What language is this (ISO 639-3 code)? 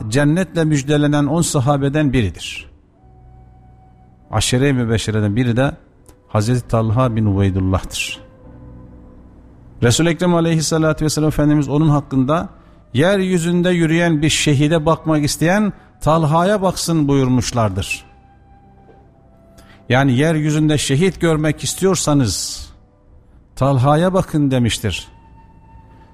tur